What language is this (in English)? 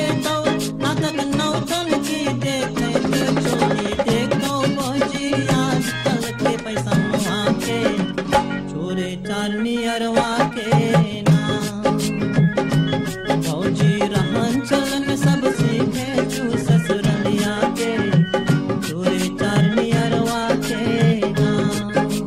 Bhojpuri